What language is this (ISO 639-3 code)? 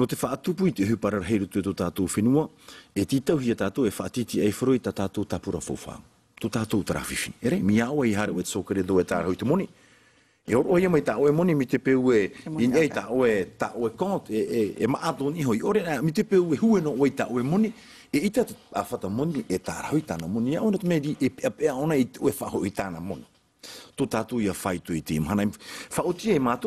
tah